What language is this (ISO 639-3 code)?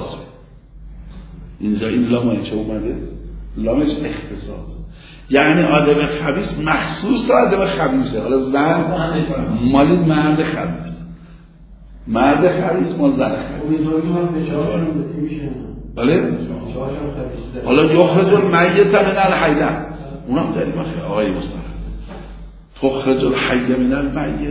fas